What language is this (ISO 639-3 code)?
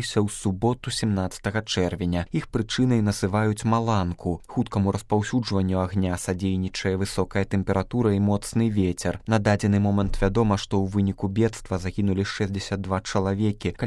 bel